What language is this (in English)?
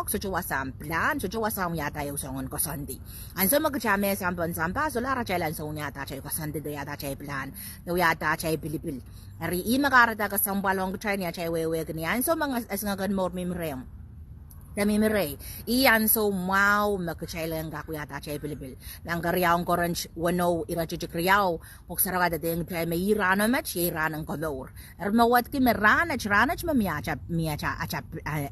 Pohnpeian